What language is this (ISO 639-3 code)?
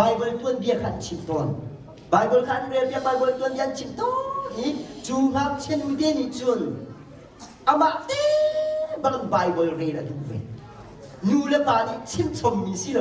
cnh